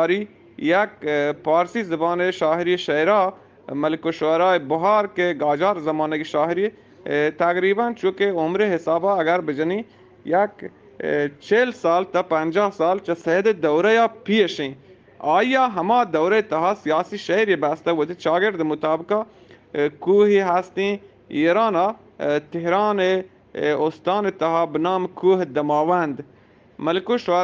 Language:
Eastern Balochi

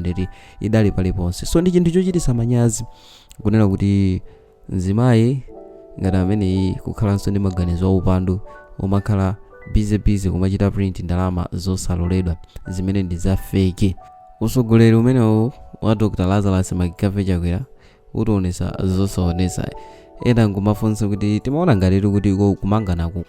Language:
Nyanja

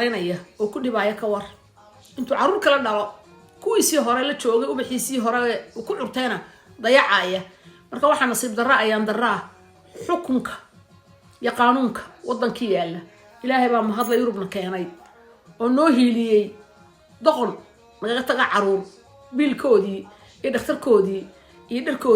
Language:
Somali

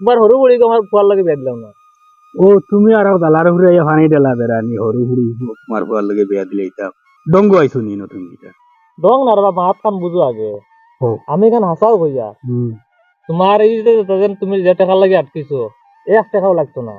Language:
Sylheti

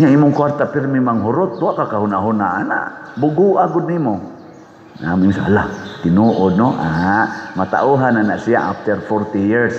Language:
Cebuano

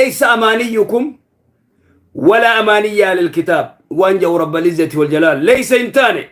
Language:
Oromo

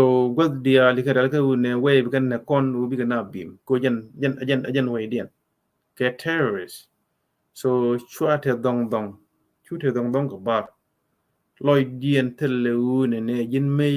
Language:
Nuer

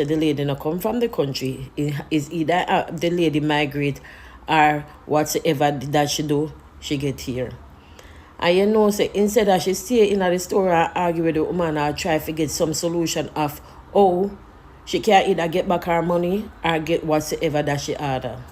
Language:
Jamaican Creole English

